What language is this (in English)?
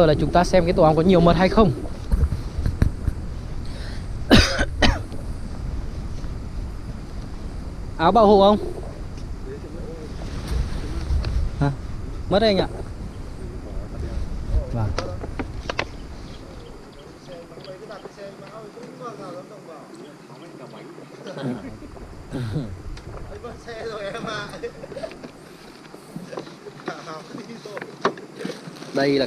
Vietnamese